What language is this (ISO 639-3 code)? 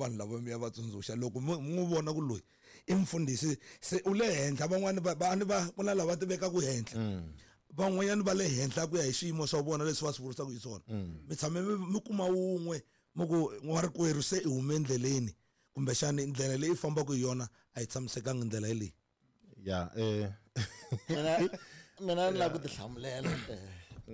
tso